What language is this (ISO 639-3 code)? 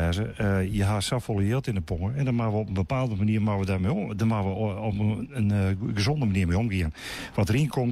fry